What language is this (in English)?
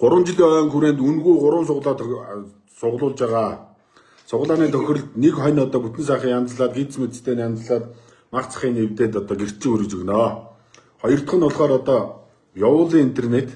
Mongolian